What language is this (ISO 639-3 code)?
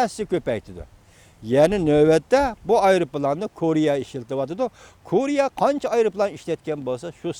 uig